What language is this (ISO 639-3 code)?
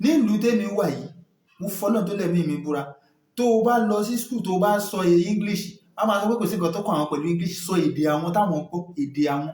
yor